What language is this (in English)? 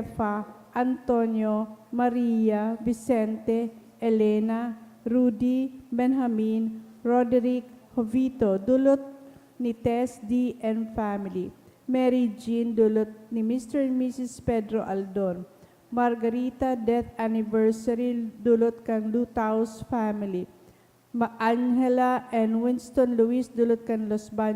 Bikol